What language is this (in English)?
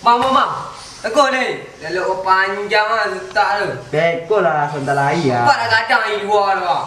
Minangkabau